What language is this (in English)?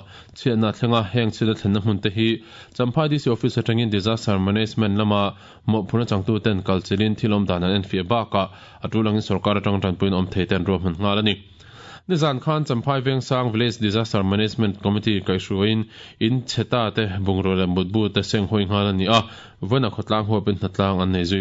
Mizo